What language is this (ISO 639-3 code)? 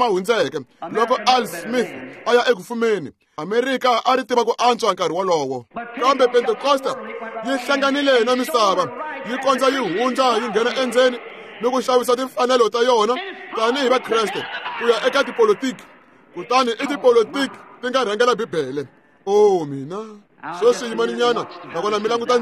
tso